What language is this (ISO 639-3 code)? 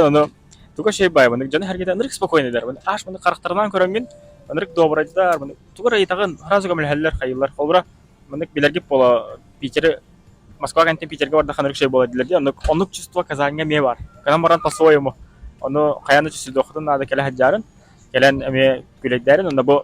sah